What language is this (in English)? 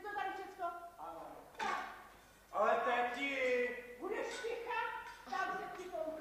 Czech